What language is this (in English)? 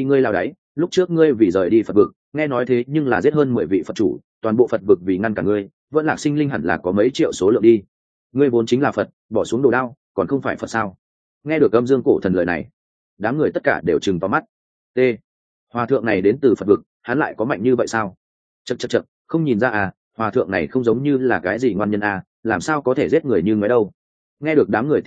Vietnamese